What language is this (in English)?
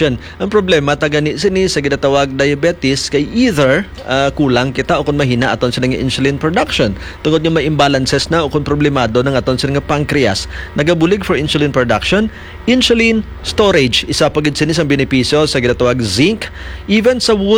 Hiligaynon